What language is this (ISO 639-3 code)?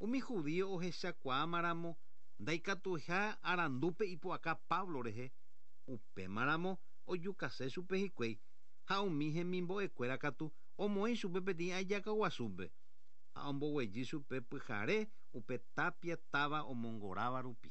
grn